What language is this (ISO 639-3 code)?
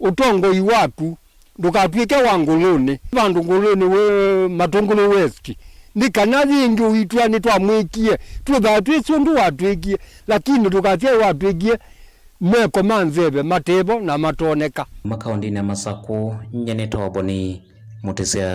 kam